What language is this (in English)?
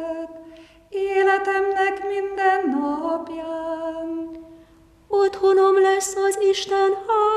Hungarian